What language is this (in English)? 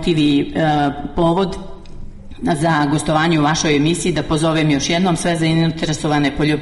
Serbian